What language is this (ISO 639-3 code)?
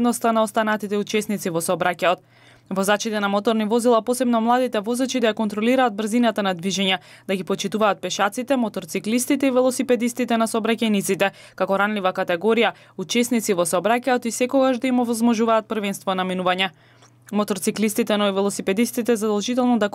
mkd